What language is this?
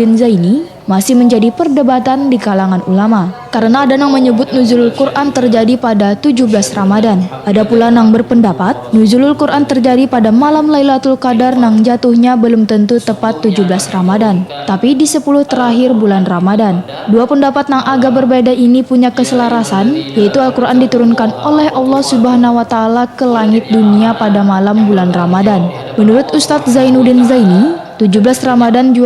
Banjar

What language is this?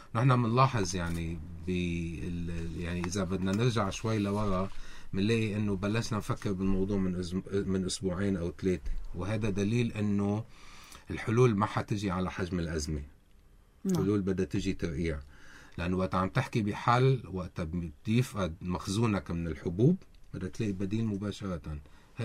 North Levantine Arabic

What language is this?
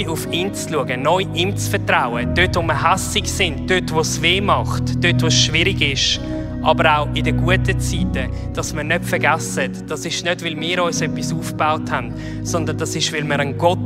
Swiss German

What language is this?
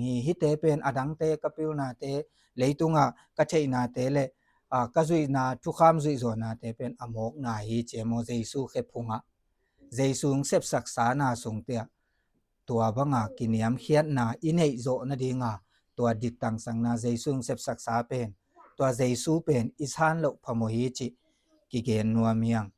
Tedim Chin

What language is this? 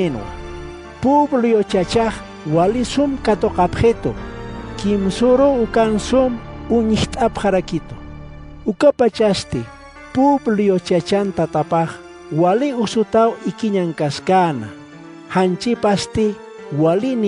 Aymara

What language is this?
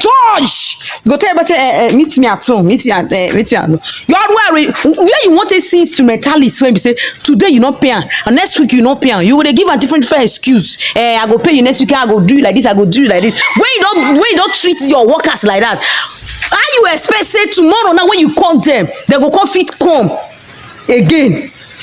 Nigerian Pidgin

